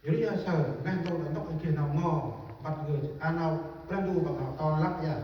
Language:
Central Mnong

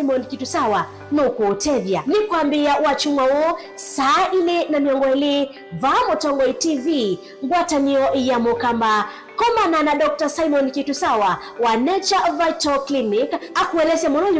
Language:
Kamba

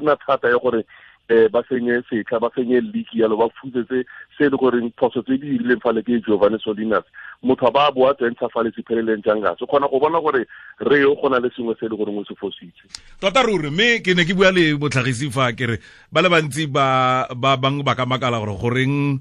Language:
Tswana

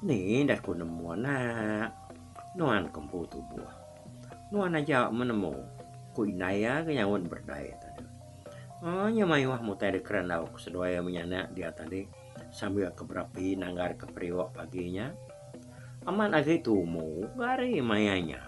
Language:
Iban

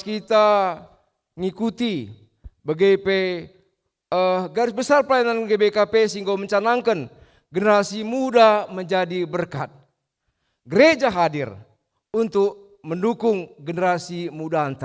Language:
Batak Karo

